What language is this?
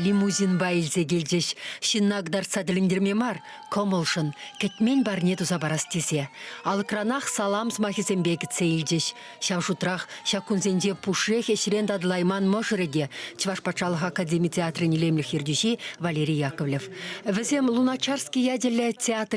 Chuvash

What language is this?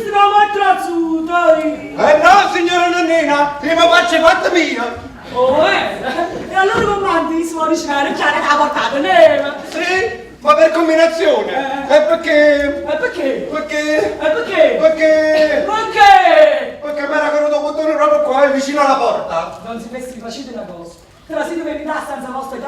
Neapolitan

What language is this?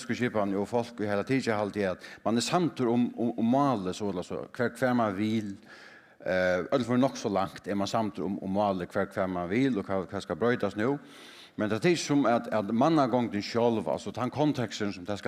Faroese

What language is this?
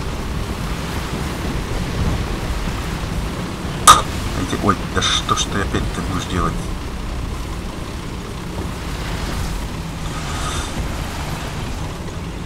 Russian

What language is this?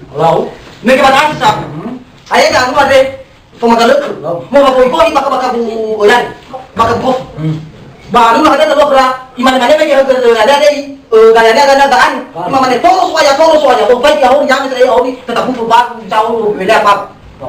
Nias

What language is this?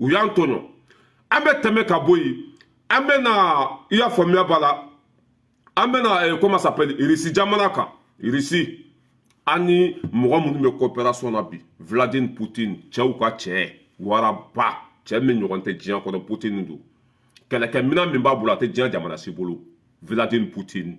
Bambara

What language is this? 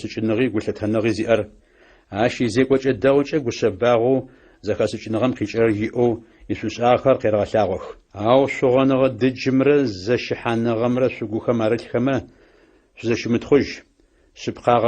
Adyghe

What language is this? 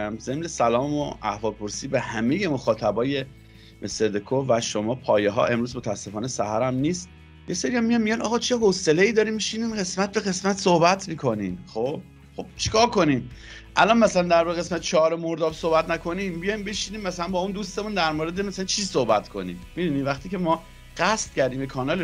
Persian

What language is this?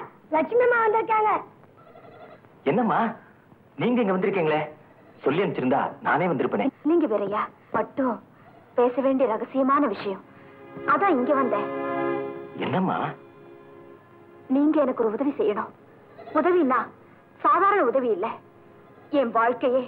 Tamil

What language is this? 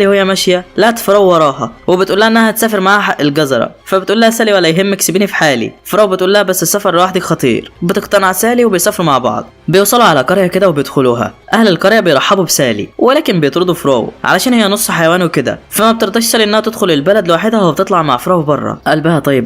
Egyptian Arabic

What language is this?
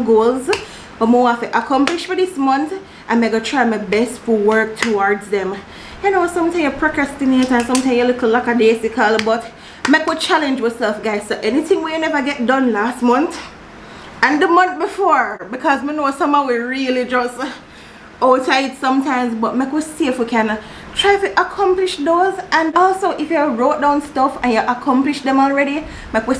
Jamaican Creole English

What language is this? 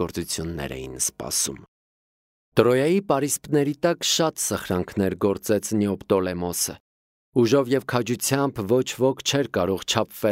Armenian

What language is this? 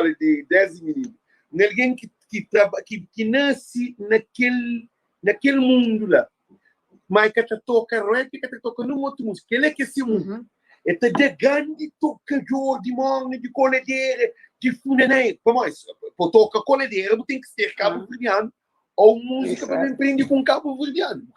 Kabuverdianu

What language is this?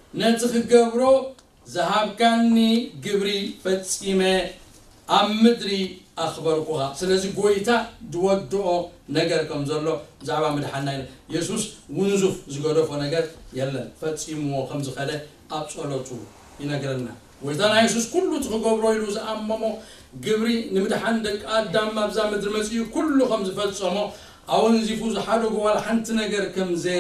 Tigrinya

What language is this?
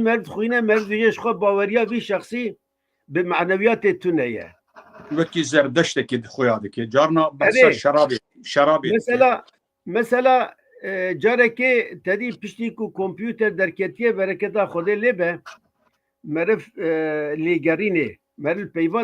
Kurdish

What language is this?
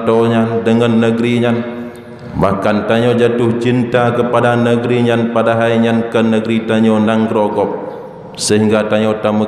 Achinese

